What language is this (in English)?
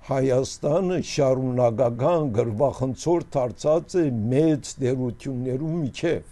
Armenian